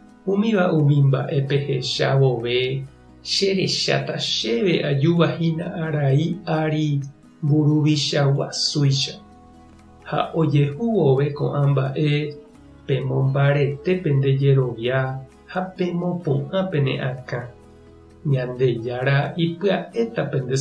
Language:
Guarani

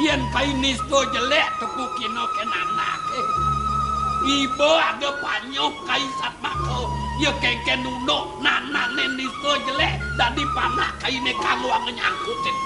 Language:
Balinese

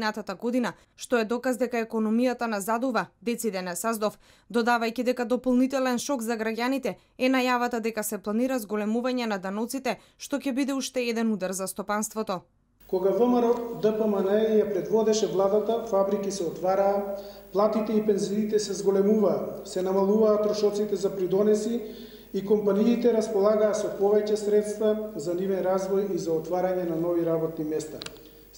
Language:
Macedonian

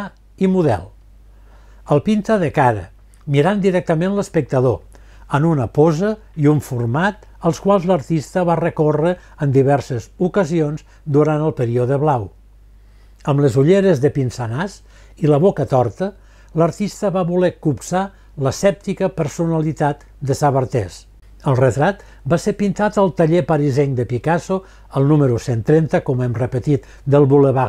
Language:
Catalan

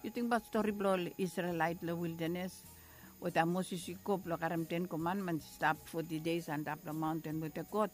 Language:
Bislama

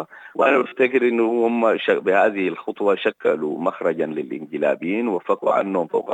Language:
Sudanese Arabic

